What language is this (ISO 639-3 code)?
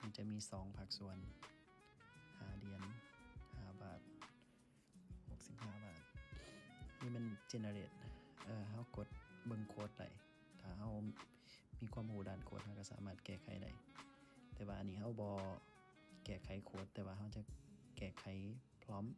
lao